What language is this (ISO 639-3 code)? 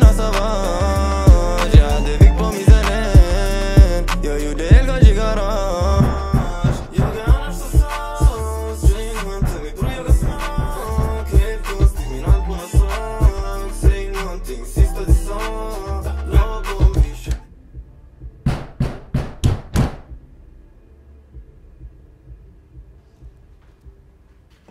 swe